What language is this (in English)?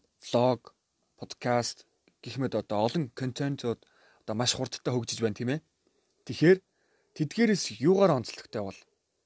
Mongolian